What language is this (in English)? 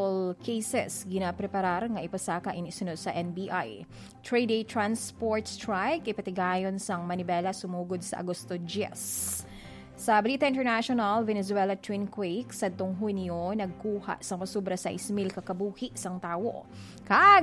Hiligaynon